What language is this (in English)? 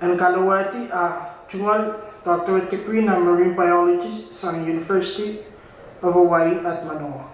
Pohnpeian